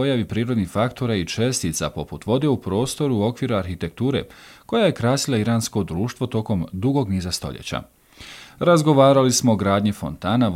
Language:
Bosnian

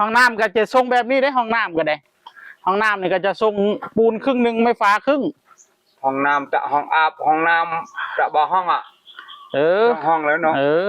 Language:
Northeastern Thai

